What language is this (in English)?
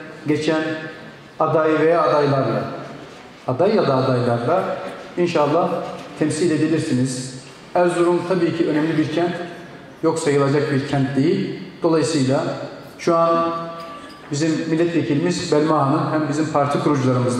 Turkish